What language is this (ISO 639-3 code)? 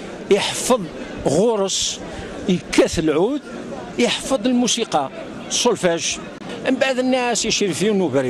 kab